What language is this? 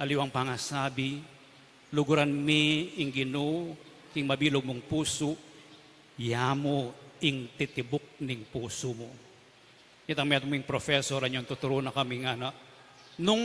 Pampanga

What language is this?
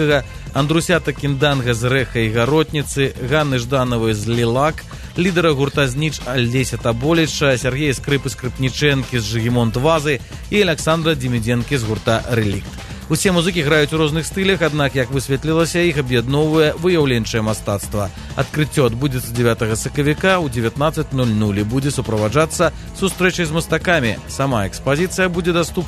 Belarusian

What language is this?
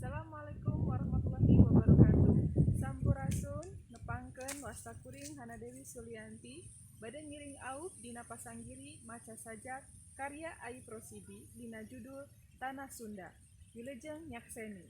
Sundanese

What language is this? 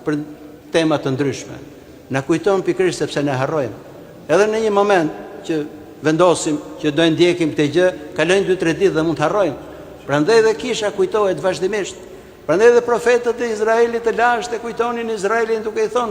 Albanian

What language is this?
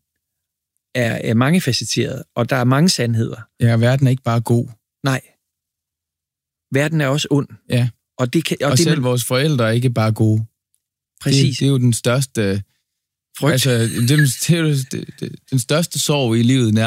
Danish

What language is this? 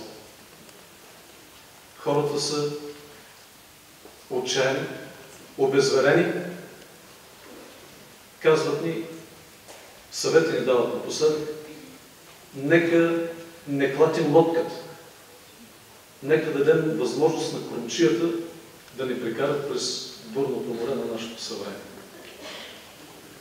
Bulgarian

